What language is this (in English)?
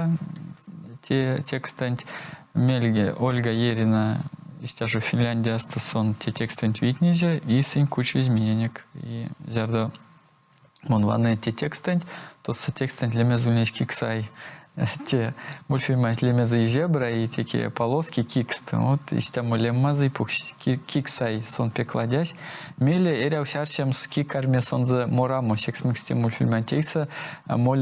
Erzya